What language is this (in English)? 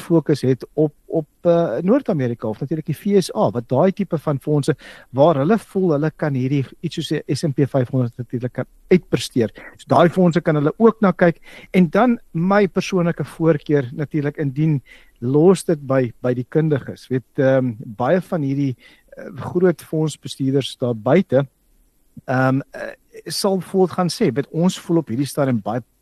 Afrikaans